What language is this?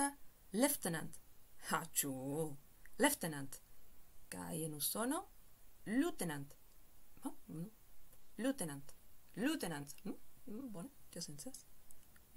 Esperanto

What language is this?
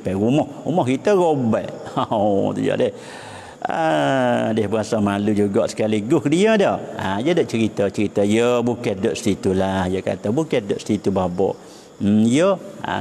Malay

